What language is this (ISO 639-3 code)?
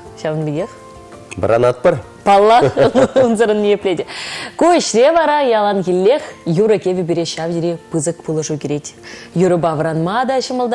chv